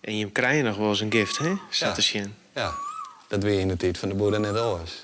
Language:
Western Frisian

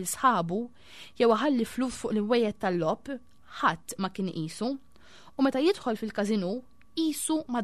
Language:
Maltese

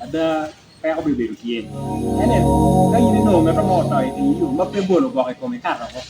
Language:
Acoli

